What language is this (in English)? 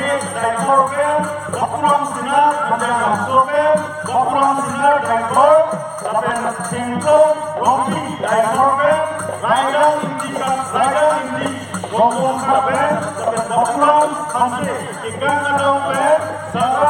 Karbi